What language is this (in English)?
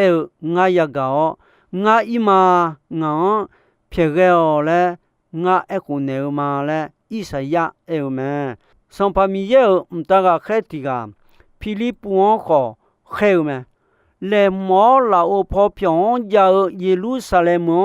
Akha